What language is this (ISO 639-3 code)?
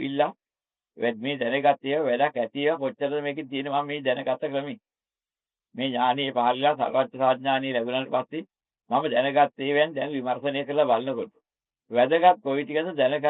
sin